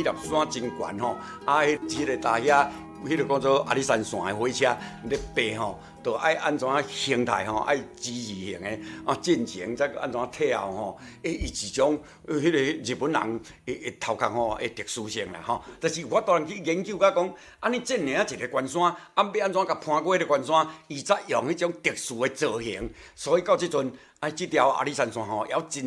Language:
Min Nan Chinese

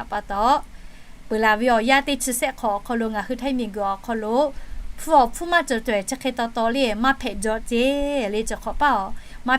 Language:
Lahu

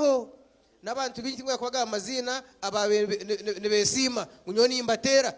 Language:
Nyankole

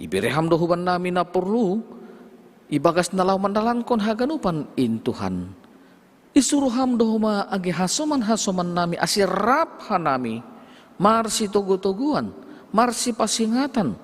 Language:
Batak Simalungun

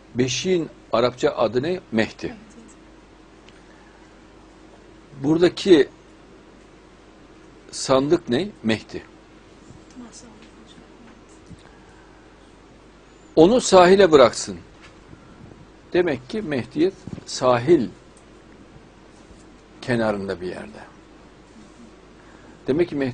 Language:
Turkish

